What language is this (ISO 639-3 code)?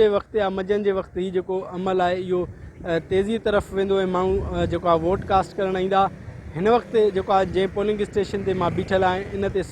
snd